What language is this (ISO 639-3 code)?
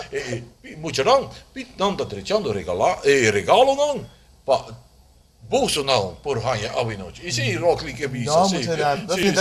pap